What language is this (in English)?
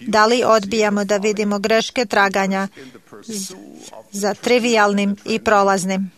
Serbian